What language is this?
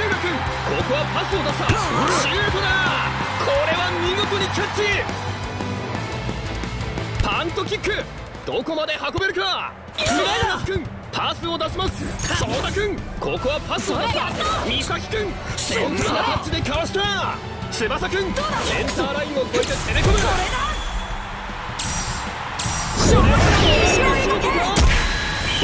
Japanese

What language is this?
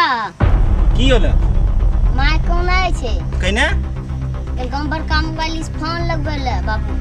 Angika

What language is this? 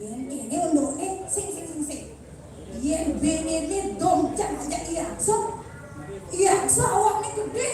Balinese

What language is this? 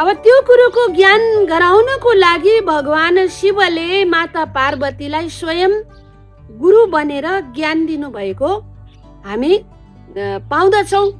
Nepali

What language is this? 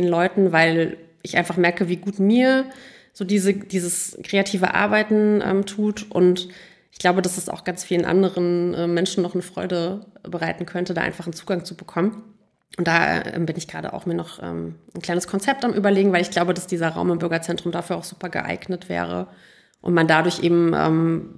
German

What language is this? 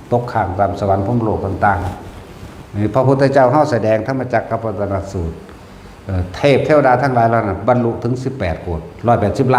Northeastern Thai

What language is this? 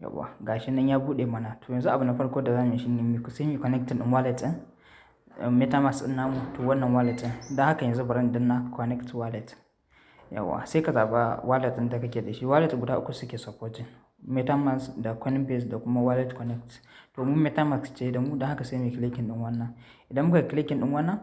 Hausa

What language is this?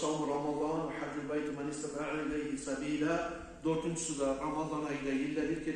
Kumyk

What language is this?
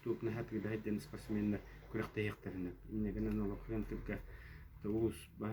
Yakut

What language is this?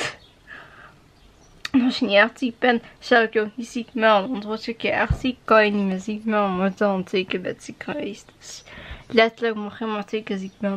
Dutch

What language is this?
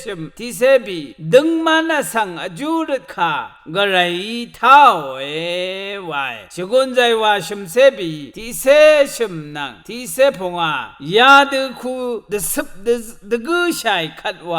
Rawang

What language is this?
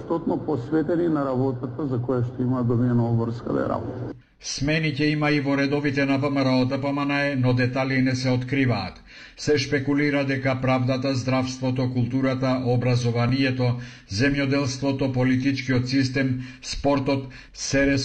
Macedonian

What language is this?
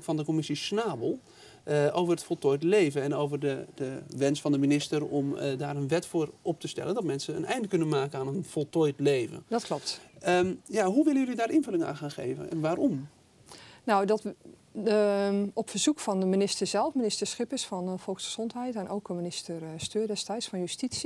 Dutch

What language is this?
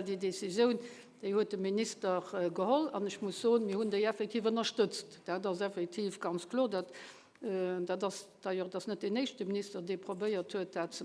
Luxembourgish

